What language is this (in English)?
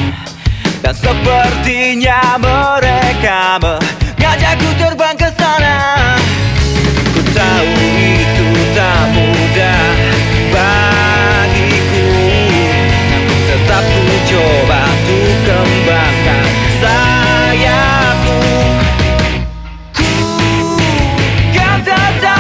Indonesian